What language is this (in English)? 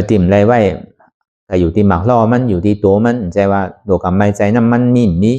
Shan